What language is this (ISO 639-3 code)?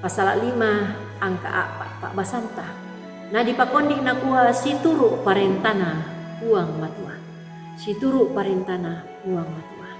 sda